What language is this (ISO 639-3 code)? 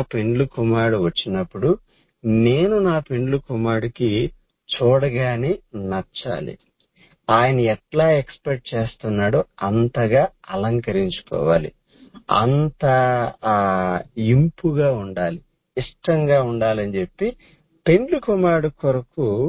tel